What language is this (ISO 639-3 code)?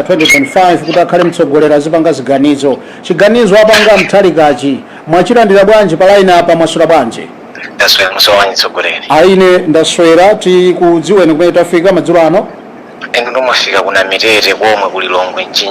nya